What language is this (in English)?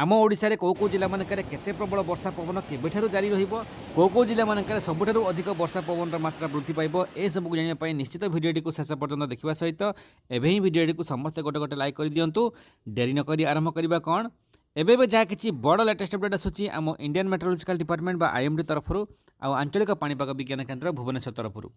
Odia